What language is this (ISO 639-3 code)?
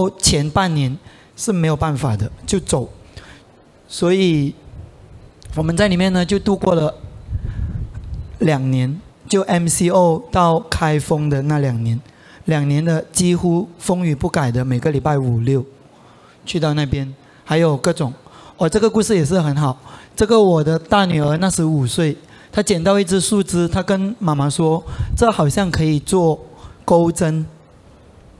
zho